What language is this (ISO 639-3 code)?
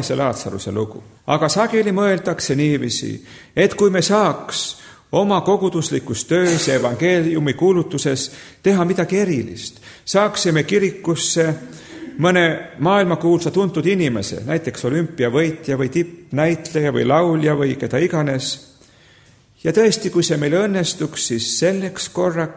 est